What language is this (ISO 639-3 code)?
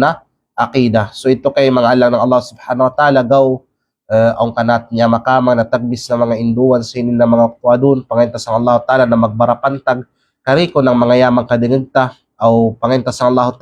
kqe